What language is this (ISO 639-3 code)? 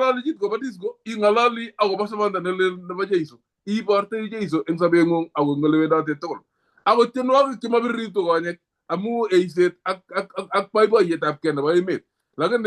kln